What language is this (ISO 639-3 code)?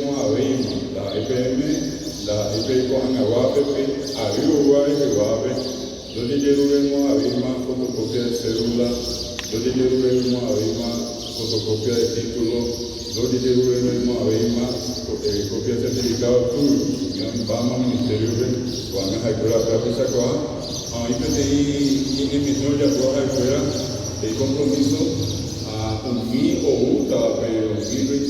grn